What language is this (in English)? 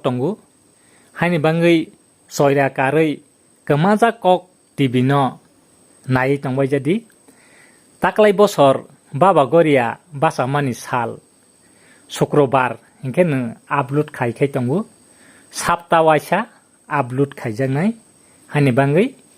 Kok Borok